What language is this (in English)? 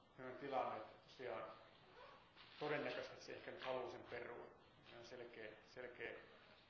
Finnish